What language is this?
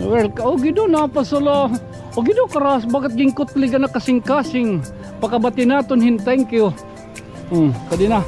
Waray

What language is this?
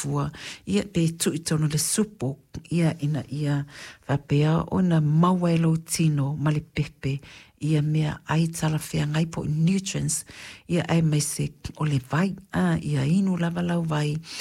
Samoan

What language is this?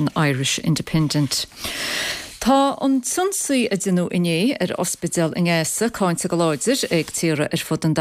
Irish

